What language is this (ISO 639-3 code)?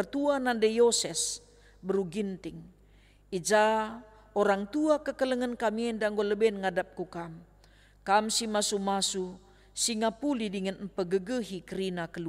btx